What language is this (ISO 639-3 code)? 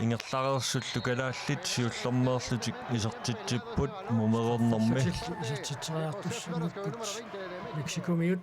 kal